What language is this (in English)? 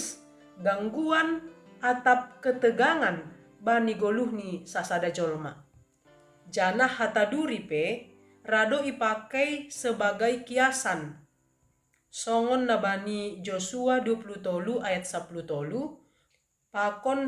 Batak Simalungun